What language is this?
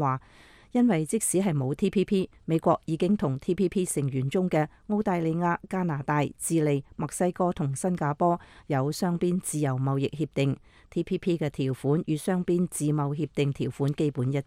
Cantonese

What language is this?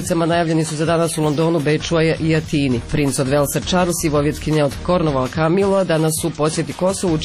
Croatian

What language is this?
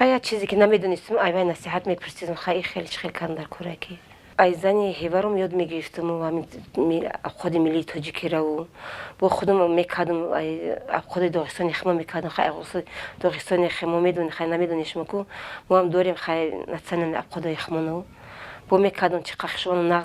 Tajik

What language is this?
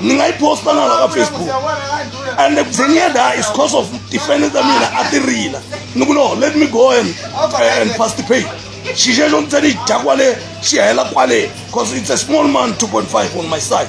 Tsonga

